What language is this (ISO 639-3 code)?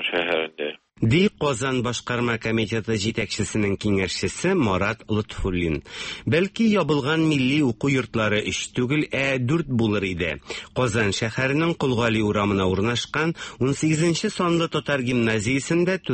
tat